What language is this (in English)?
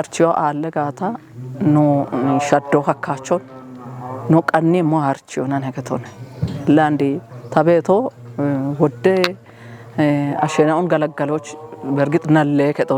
Kafa